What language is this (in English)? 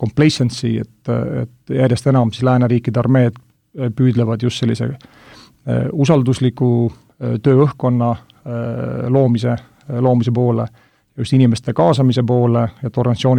Estonian